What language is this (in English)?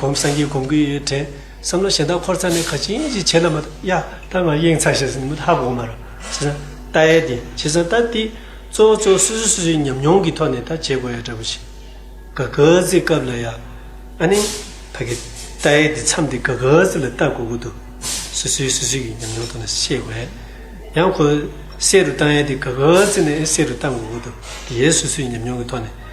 Tibetan